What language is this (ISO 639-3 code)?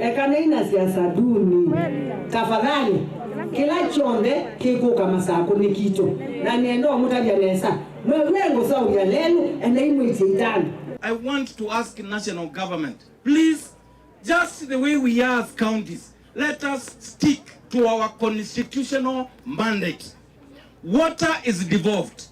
kam